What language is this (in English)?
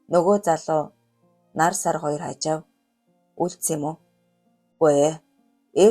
Mongolian